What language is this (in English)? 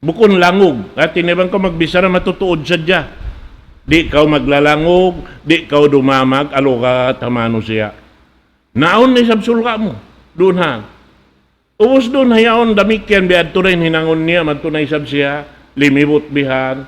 Tausug